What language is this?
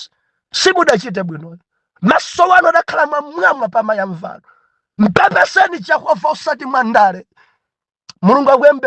Nyanja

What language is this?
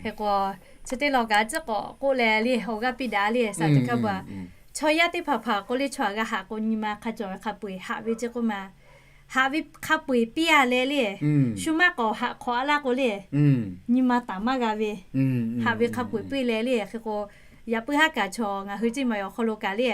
Lahu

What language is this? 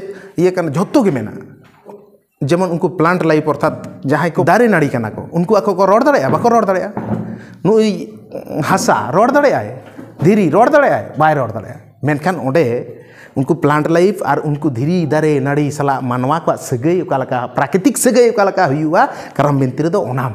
Santali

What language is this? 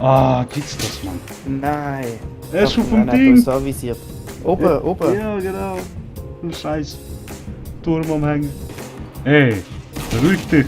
Swiss German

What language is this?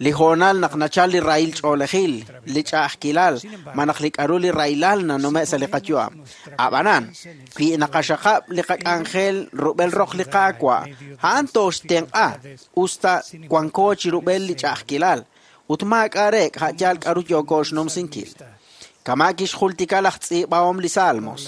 Kekchí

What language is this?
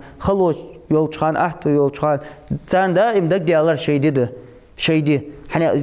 Ingush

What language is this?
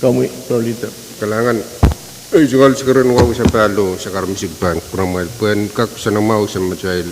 Pohnpeian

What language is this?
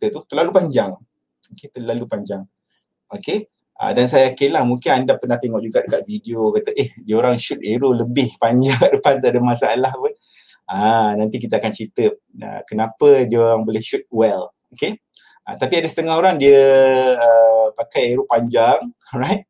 Malay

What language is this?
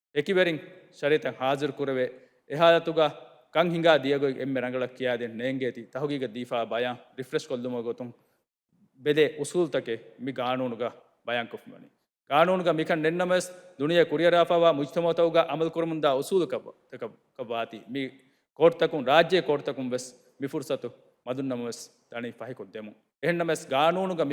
Divehi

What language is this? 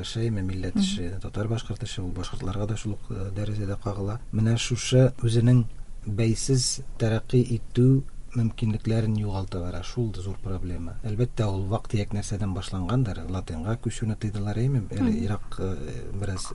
Tatar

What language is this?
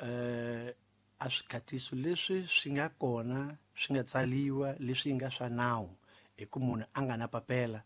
Tsonga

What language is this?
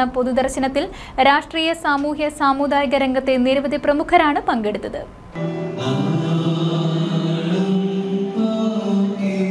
Malayalam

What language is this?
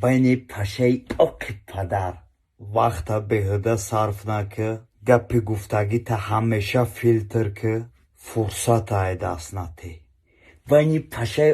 Tajik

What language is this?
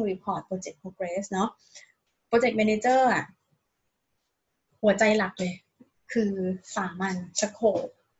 Thai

